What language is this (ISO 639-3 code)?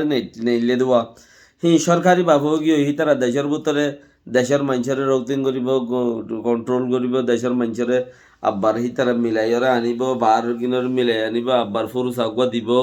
rhg